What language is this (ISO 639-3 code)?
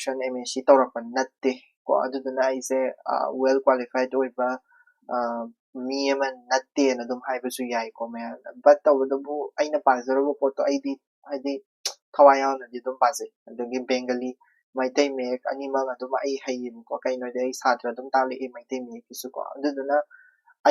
mni